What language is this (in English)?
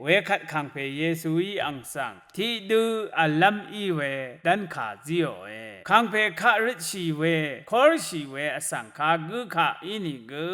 Rawang